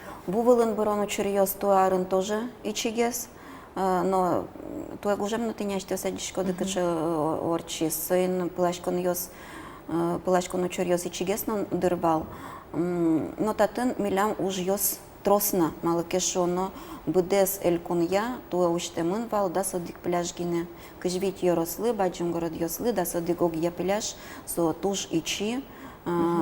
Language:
Udmurt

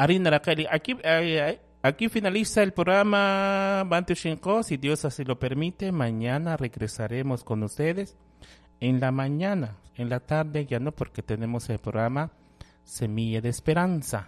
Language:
Kekchí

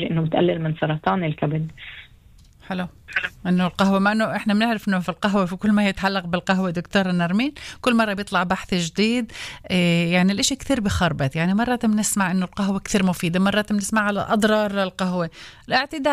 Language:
North Levantine Arabic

